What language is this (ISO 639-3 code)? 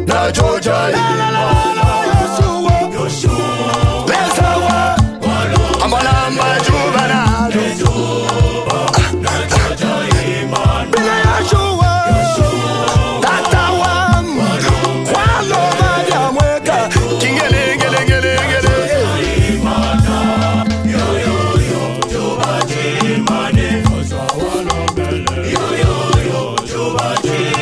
swa